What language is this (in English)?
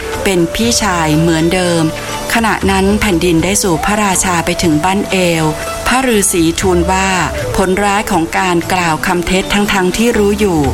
Thai